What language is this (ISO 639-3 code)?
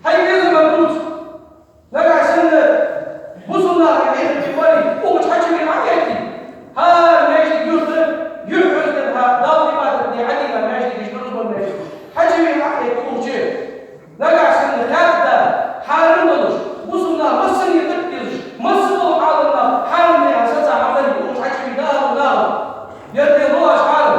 inh